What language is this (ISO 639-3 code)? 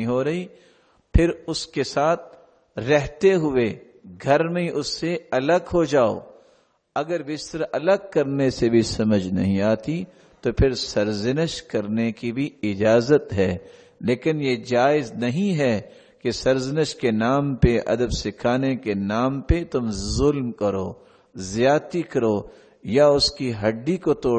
urd